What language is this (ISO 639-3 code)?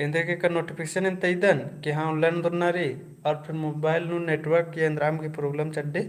kru